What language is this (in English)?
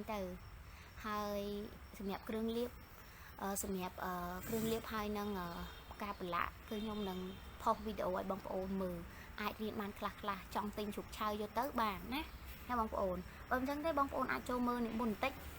Khmer